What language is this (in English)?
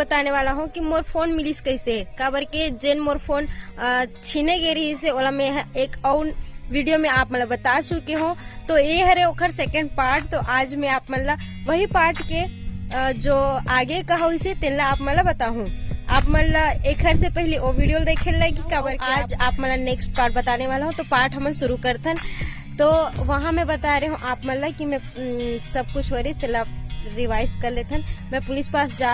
Chhattisgarhi